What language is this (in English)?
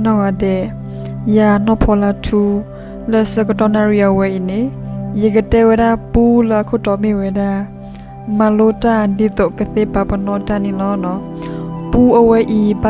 S'gaw Karen